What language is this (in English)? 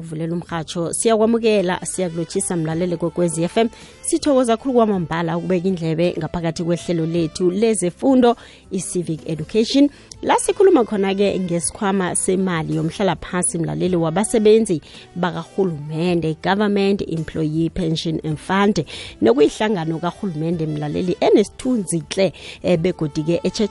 South Ndebele